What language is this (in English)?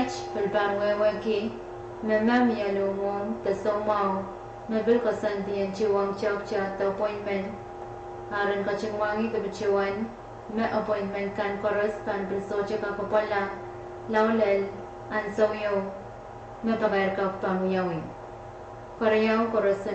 Pohnpeian